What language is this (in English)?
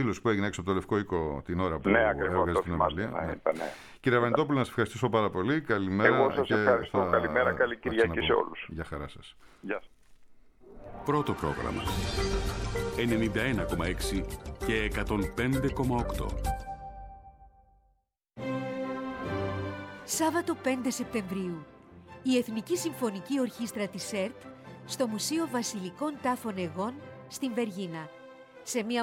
Greek